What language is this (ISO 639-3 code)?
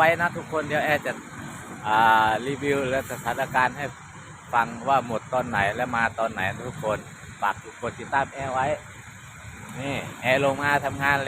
lao